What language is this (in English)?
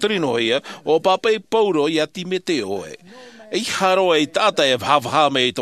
Tahitian